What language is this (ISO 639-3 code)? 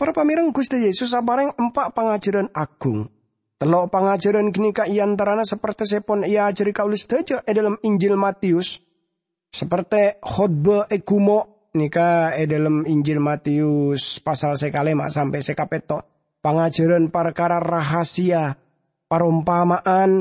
mad